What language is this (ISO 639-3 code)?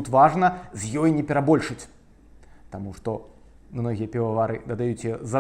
bel